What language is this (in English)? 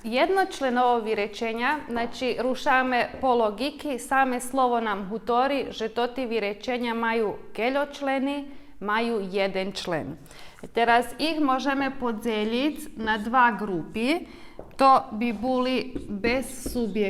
Rusyn